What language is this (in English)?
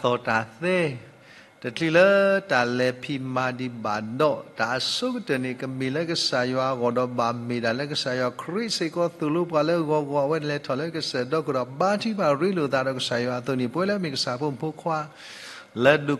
S'gaw Karen